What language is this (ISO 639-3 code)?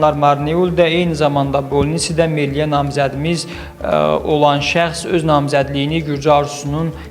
aze